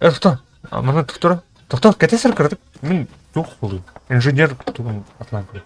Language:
Yakut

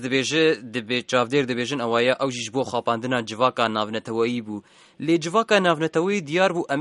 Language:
Kurdish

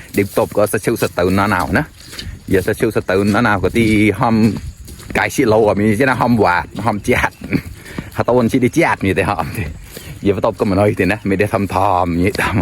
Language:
Mon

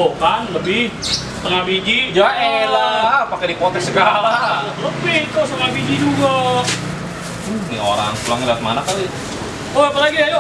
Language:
Betawi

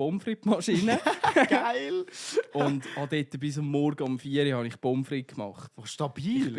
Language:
Swiss German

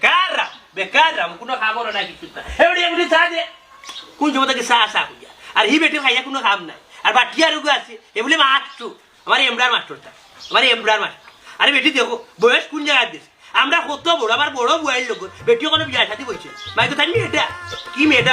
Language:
Sylheti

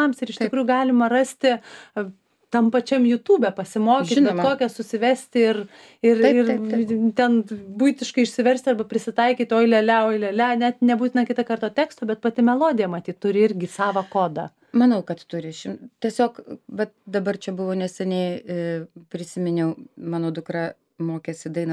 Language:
Lithuanian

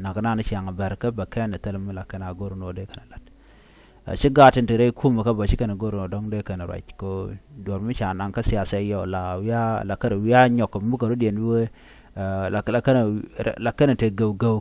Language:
Nuer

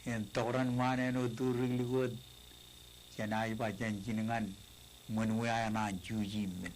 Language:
Marshallese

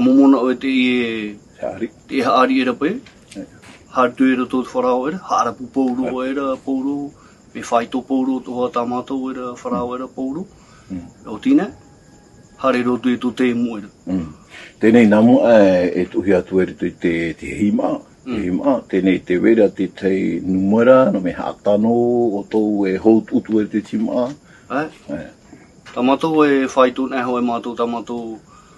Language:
Tahitian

